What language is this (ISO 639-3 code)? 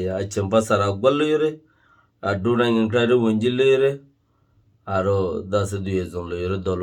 rhg